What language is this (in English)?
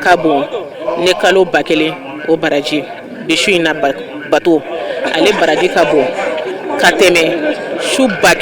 Bambara